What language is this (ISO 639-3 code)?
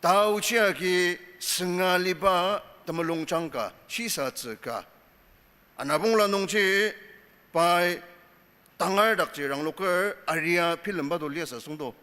njo